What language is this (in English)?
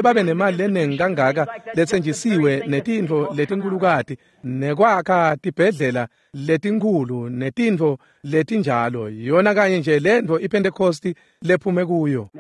Swati